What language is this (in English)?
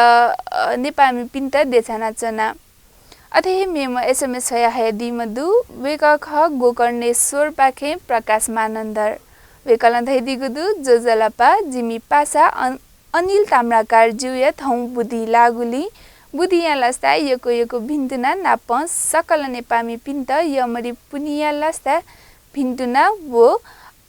Newari